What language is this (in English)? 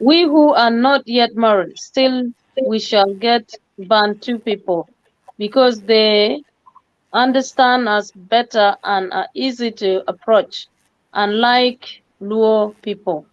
Acoli